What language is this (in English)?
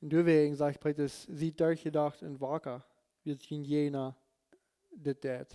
Plautdietsch